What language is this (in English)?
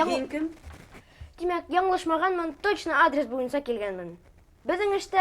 Bashkir